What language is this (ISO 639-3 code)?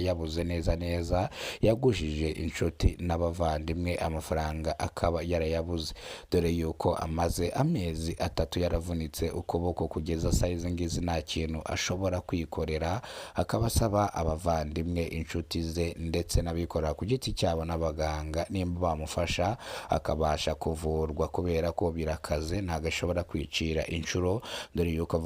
kin